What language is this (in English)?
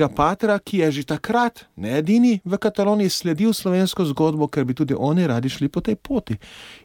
Slovenian